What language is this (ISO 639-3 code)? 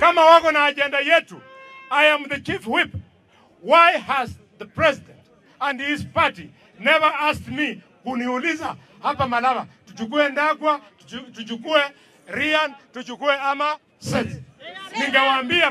swa